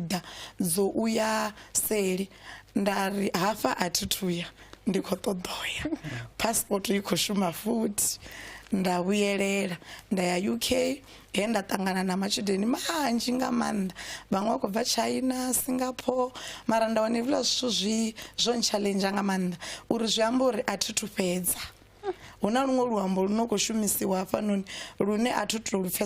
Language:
Venda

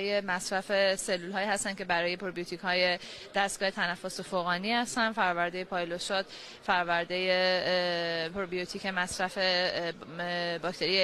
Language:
Persian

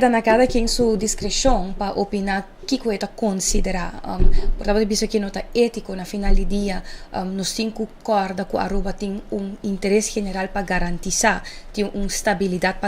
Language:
Papiamento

